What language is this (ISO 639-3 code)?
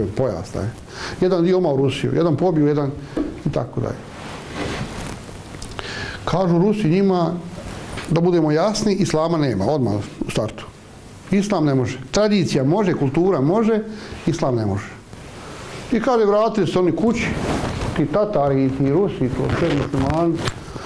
bos